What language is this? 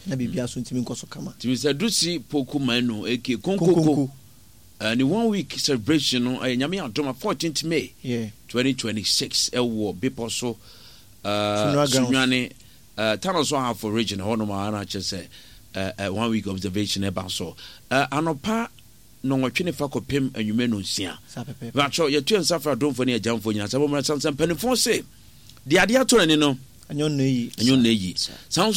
Akan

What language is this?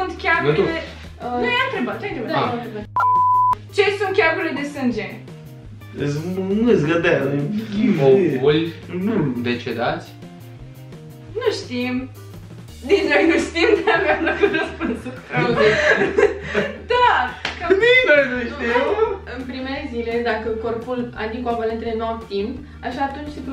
Romanian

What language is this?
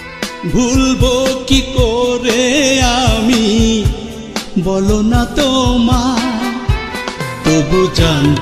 Bangla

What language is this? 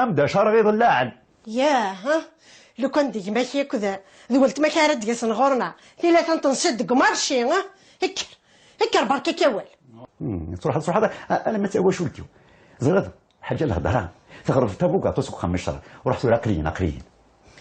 Kabyle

